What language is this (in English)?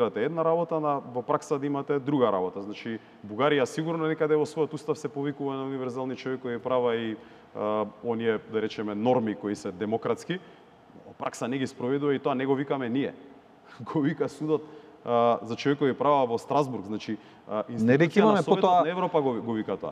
Macedonian